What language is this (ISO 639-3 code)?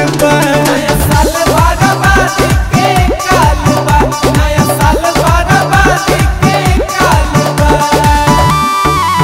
bho